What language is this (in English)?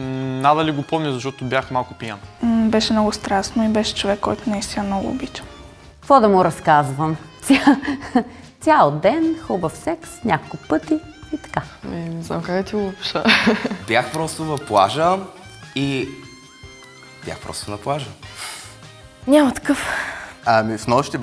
Bulgarian